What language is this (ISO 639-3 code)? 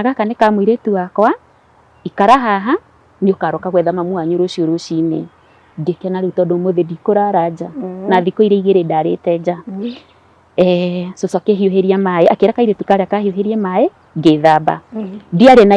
kik